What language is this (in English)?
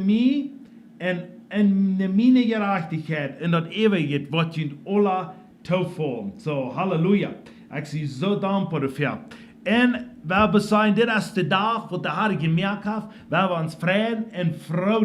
Plautdietsch